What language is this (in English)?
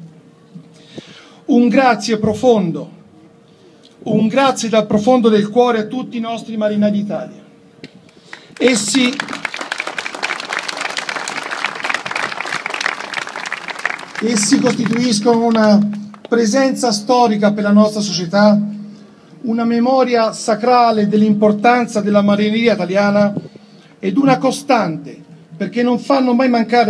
Italian